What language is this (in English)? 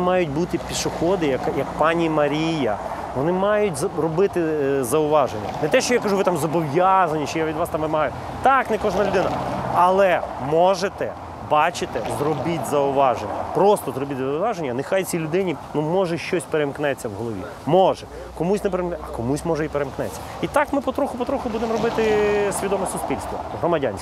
Ukrainian